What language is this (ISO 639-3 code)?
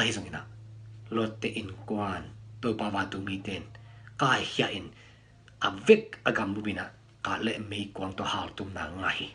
ctd